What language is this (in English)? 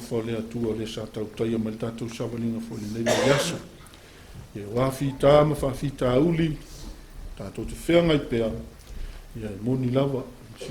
Samoan